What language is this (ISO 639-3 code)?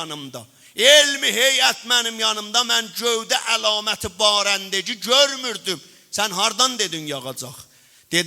azb